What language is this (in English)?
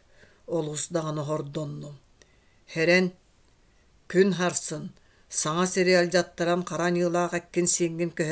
Yakut